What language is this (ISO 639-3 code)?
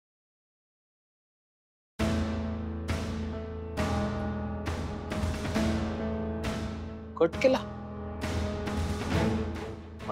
mar